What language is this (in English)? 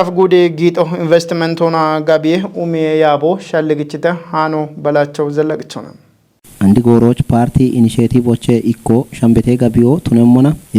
Kafa